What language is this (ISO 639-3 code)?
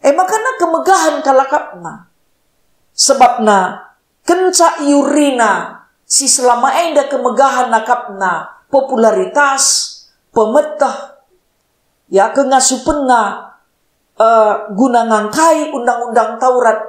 btx